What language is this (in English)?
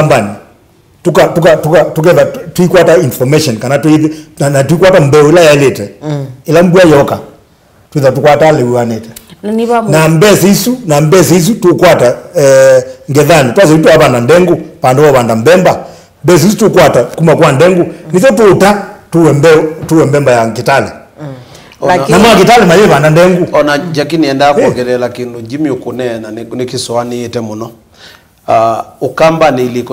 Kamba